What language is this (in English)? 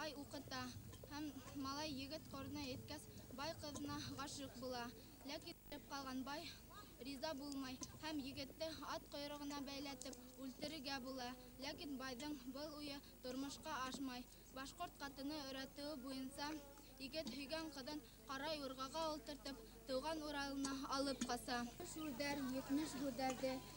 Bashkir